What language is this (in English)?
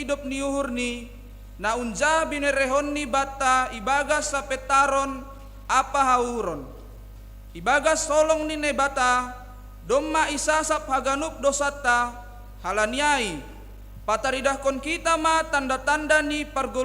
Batak Simalungun